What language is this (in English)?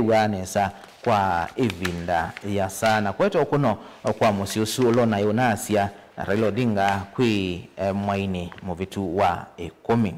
Kamba